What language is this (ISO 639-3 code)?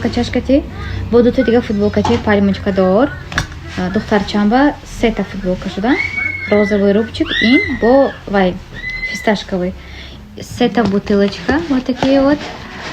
tgk